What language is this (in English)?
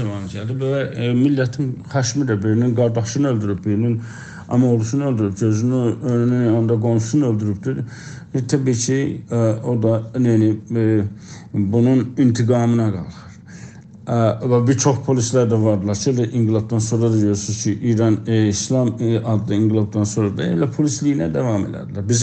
South Azerbaijani